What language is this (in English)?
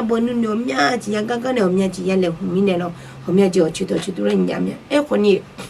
Akha